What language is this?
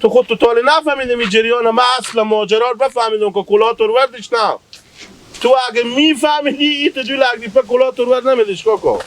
Hazaragi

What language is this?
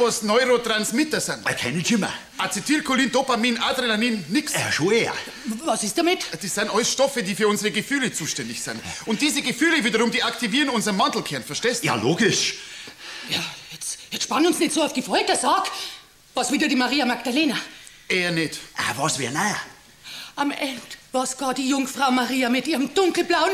Bavarian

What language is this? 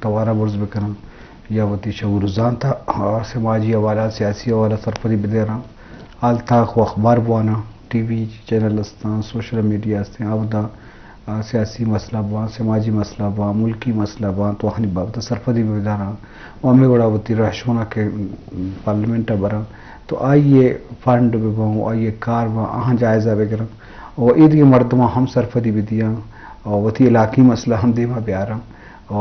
Eastern Balochi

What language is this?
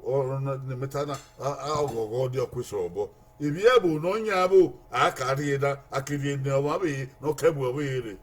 Bini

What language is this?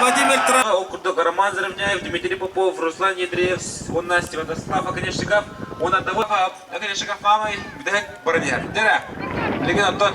Yakut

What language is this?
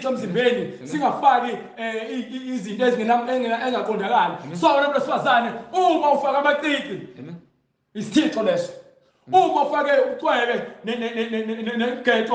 Zulu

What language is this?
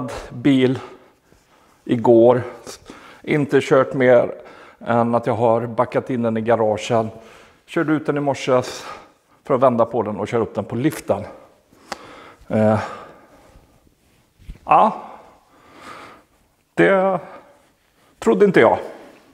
Swedish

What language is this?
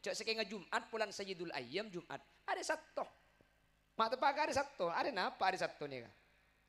Madurese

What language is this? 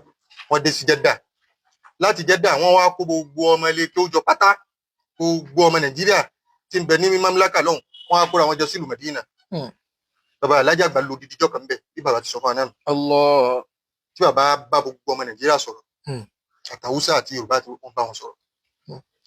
Yoruba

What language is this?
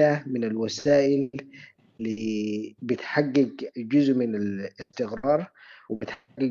Sudanese Arabic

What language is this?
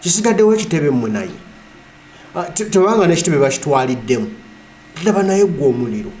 Ganda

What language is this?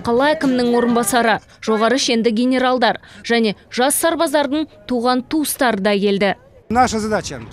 Kazakh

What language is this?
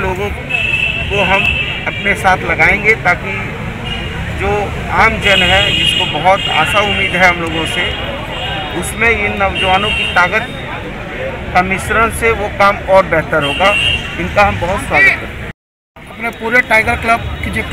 Hindi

